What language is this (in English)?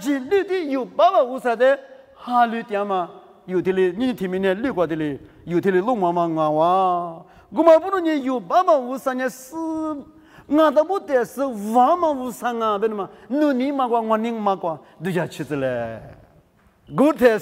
Lisu